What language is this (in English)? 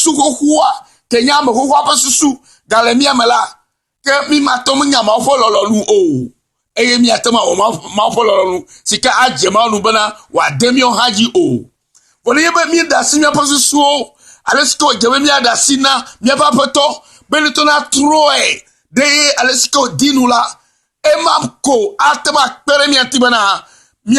Ewe